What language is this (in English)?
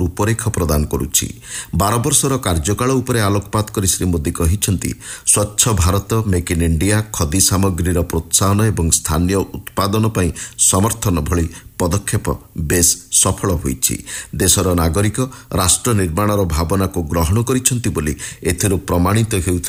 Odia